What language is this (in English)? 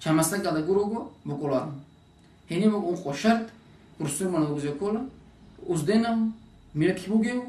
Avaric